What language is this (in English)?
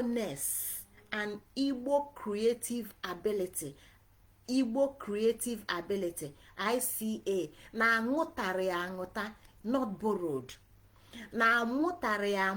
Igbo